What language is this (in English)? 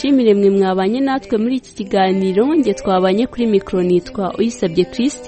Kinyarwanda